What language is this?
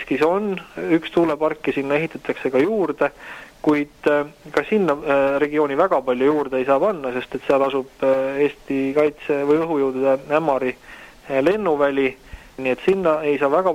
Estonian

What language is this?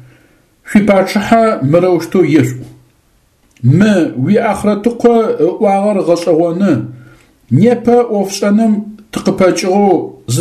Adyghe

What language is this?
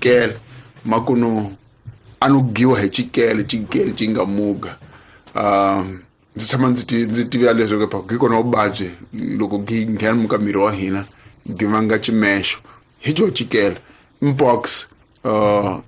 Tsonga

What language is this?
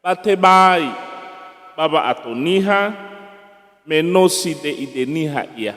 Nias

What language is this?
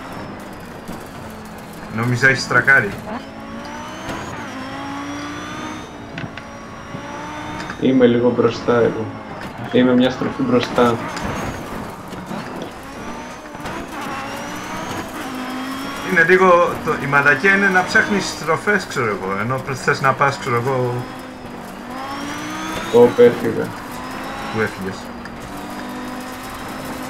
Greek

